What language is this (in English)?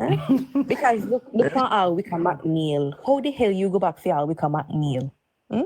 Jamaican Creole English